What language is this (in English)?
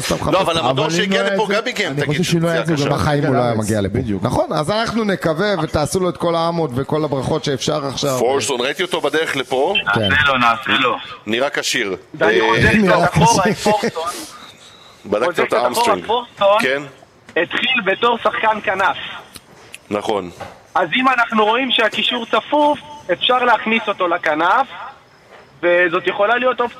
Hebrew